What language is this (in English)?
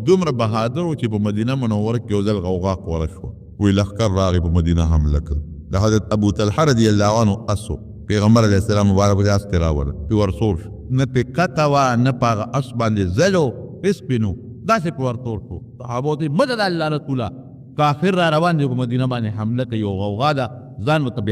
Pashto